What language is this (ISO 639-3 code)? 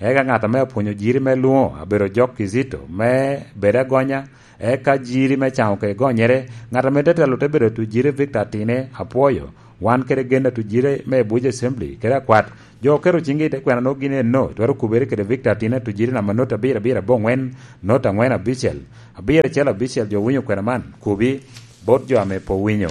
laj